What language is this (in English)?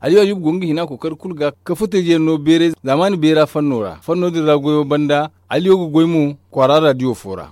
Zarma